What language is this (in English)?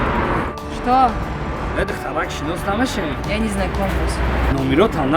Tajik